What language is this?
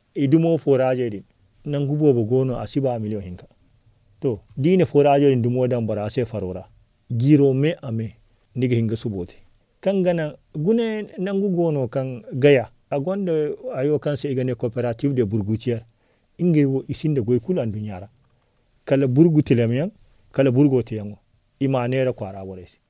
Zarma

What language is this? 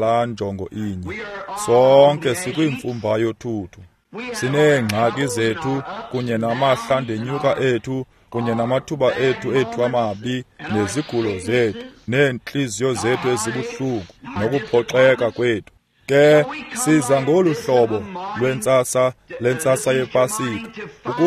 Xhosa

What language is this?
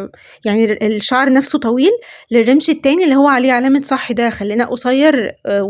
Egyptian Arabic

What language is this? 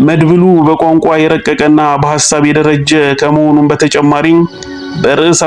Amharic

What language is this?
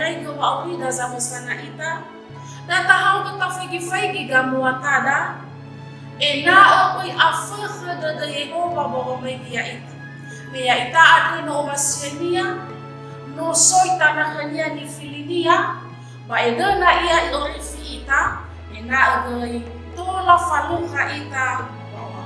Nias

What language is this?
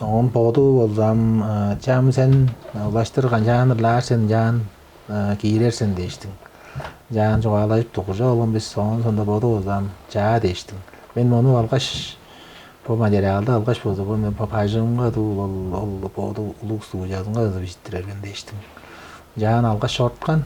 Tuvinian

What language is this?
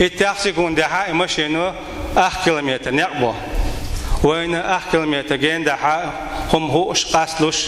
Chechen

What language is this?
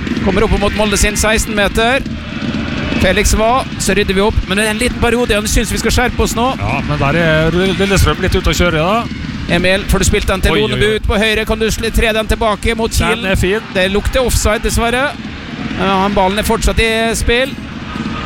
Norwegian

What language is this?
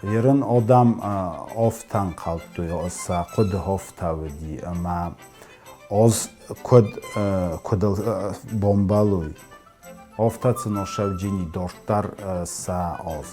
Ossetic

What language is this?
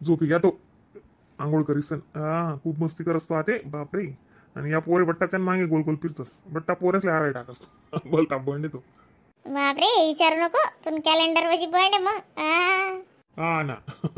Khandesi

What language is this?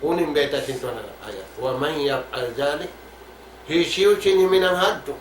Tausug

